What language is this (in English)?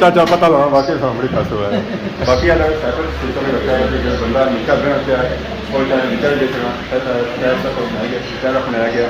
Pahari-Potwari